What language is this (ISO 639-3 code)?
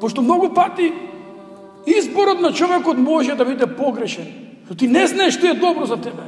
mkd